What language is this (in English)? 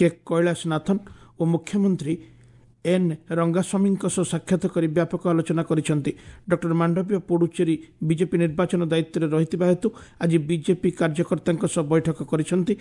Odia